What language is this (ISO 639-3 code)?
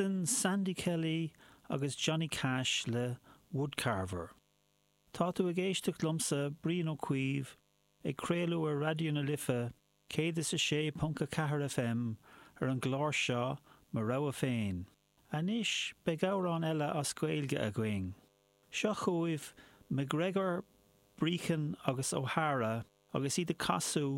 gle